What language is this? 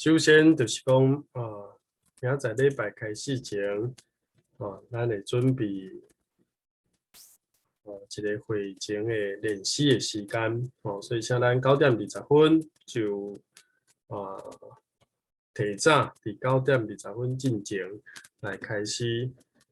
Min Nan Chinese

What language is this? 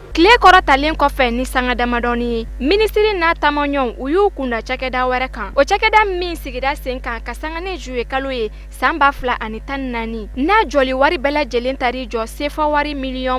Bambara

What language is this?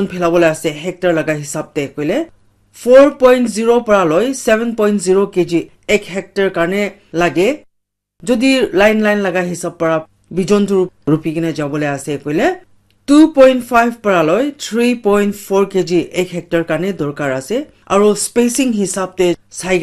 Naga Pidgin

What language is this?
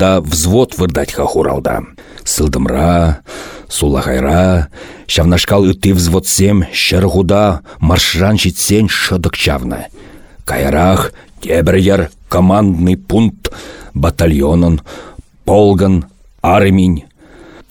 Chuvash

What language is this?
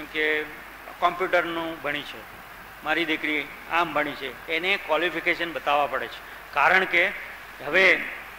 Gujarati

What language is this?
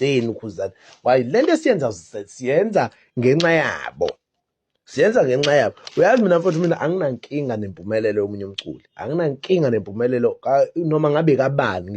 Zulu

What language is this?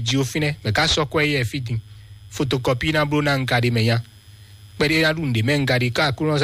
Fon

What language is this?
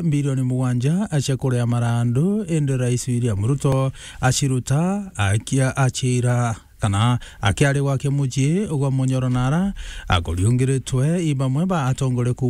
Meru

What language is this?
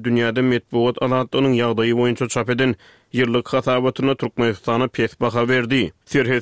Turkmen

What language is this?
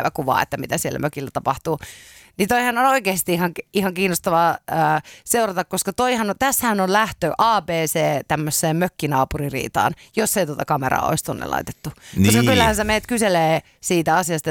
Finnish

